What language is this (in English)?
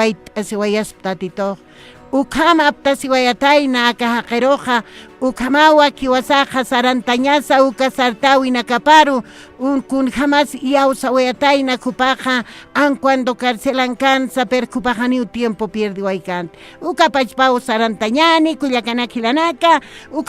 Aymara